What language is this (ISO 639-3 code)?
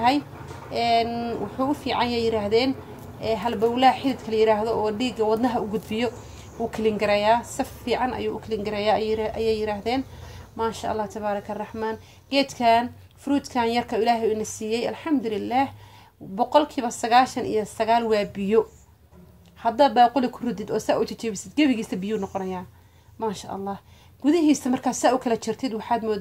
som